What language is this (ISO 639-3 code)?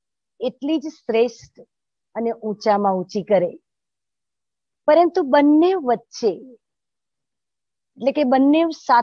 guj